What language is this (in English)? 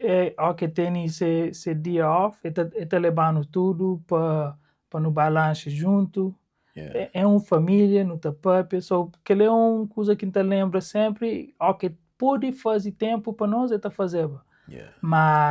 Kabuverdianu